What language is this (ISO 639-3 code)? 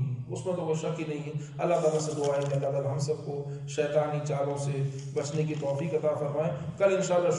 urd